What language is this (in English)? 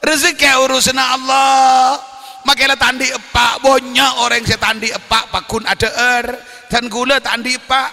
Madurese